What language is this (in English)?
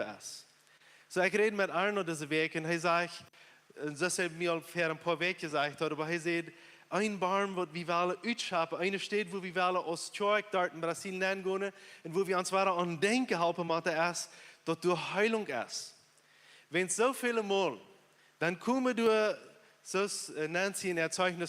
Plautdietsch